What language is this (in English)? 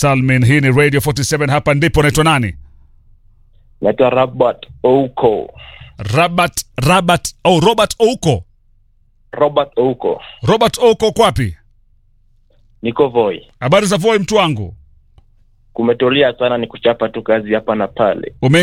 Swahili